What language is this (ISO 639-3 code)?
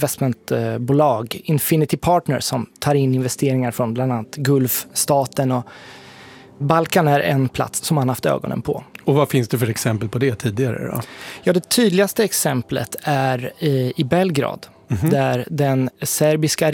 swe